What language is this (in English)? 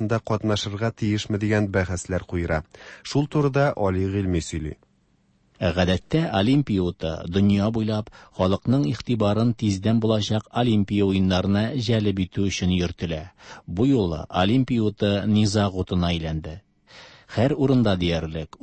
Tatar